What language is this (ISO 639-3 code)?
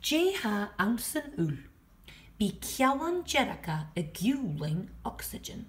gla